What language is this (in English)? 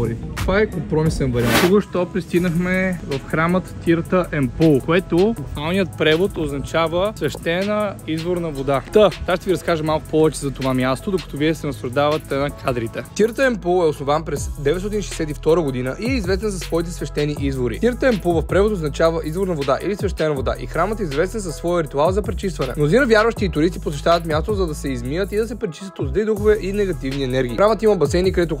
Bulgarian